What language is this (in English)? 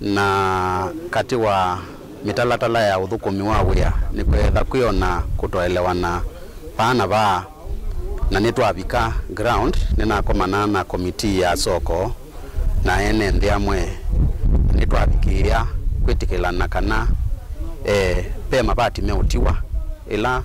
Kamba